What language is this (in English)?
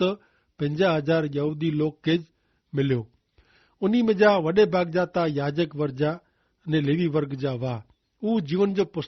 Kachhi